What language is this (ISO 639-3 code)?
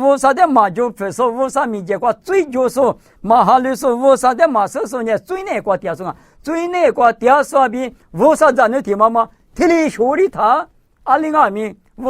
lis